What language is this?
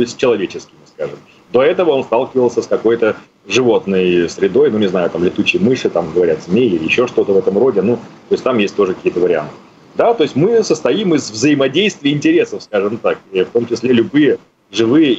Russian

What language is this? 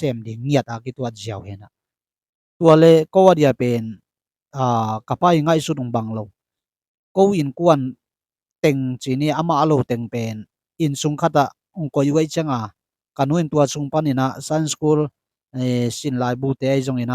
Tedim Chin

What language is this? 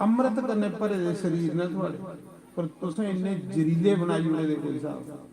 Dogri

